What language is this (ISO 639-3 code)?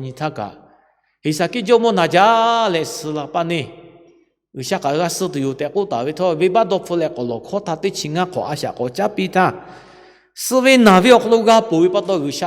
lhu